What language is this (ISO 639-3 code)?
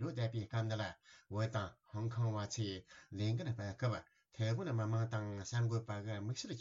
bod